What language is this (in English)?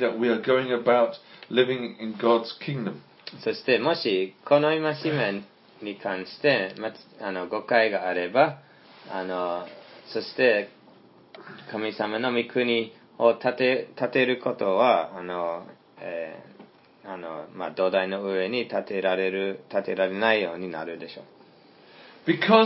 Japanese